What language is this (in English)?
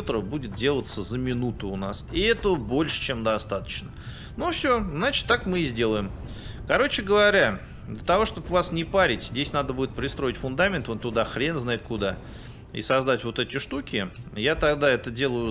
Russian